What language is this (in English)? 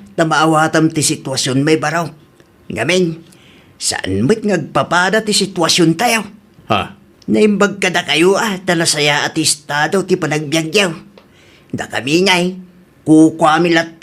Iloko